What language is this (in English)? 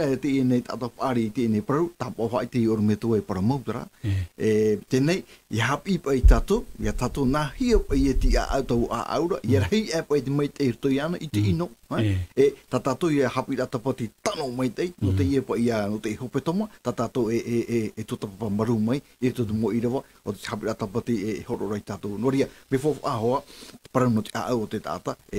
Tahitian